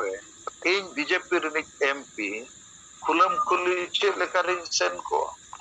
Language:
Santali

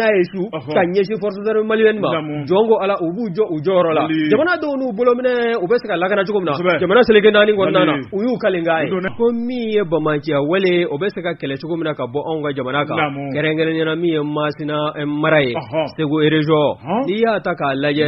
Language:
Bambara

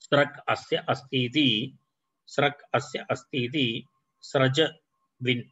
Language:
Sanskrit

